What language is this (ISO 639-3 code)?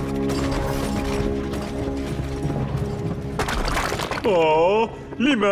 ara